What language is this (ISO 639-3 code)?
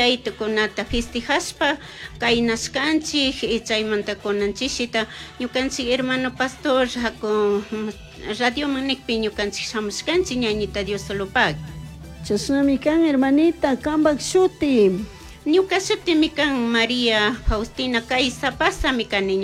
qug